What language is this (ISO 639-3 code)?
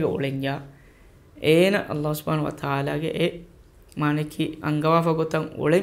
div